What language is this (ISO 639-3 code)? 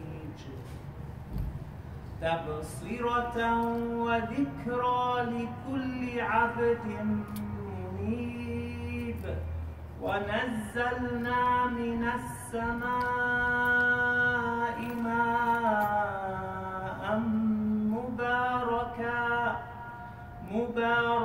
ara